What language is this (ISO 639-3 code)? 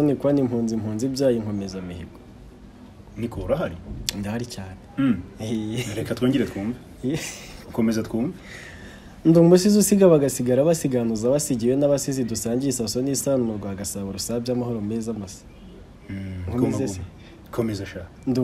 kin